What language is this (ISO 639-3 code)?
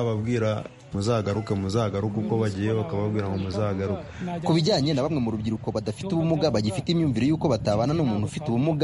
kin